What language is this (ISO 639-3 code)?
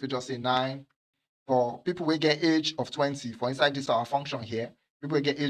pcm